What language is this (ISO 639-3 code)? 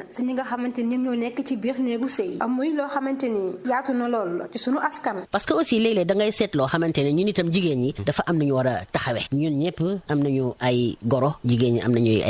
wol